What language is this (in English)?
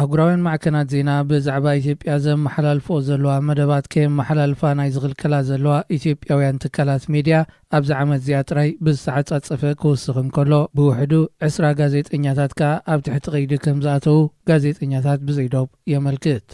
Tigrinya